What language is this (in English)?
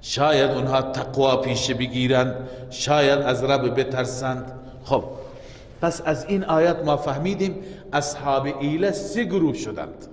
Persian